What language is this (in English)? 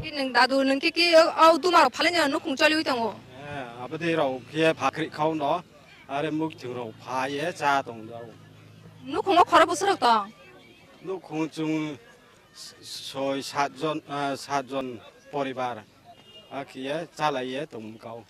Kok Borok